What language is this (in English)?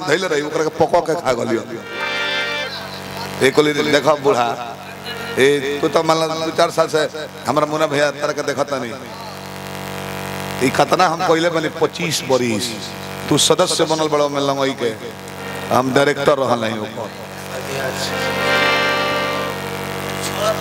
Bhojpuri